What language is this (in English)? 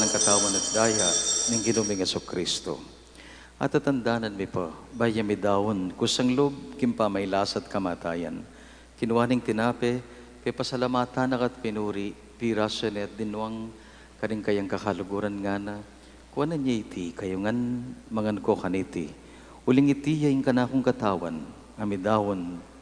Pampanga